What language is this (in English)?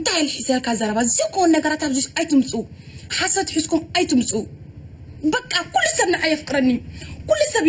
Tigrinya